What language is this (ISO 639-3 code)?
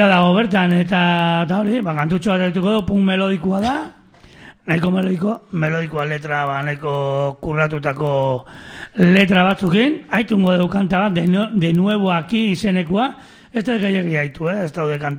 eus